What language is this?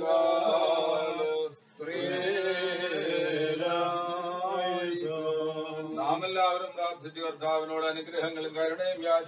Malayalam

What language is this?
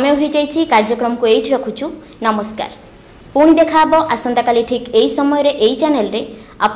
Odia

